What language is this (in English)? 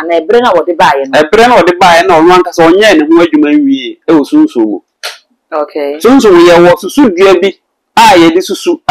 Akan